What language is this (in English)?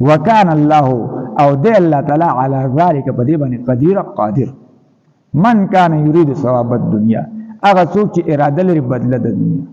Pashto